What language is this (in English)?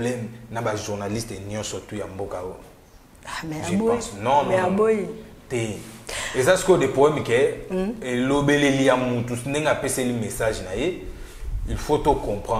Lingala